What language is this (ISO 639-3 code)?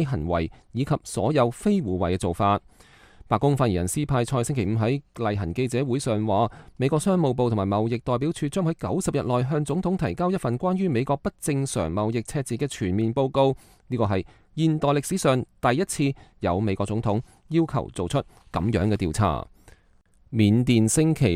yue